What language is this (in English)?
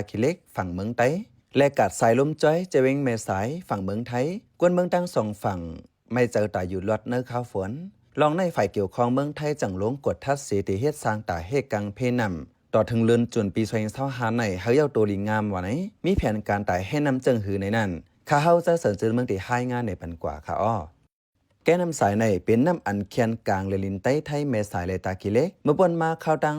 Shan